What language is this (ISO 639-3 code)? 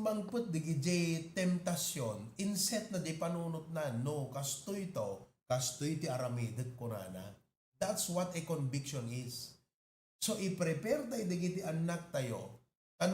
ilo